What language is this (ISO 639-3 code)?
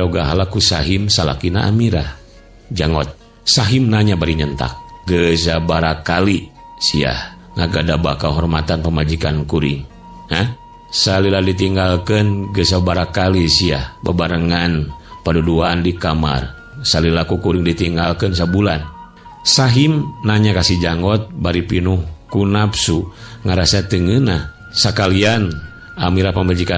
sun